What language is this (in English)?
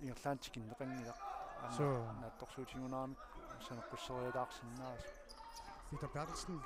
Kalaallisut